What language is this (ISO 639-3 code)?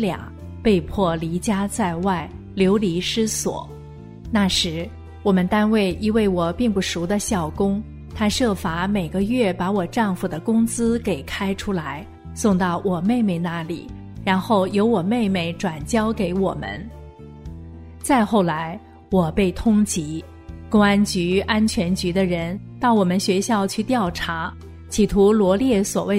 zho